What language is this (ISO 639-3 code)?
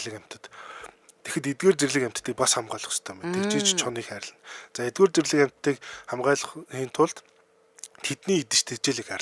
mon